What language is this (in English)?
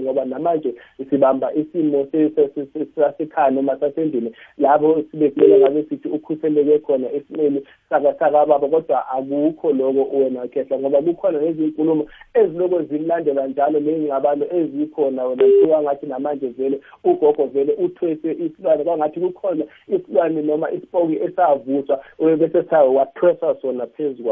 South Ndebele